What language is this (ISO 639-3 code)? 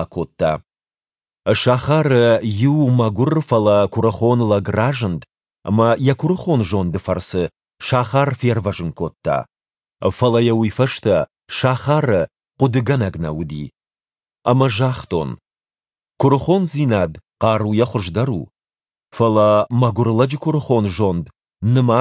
oss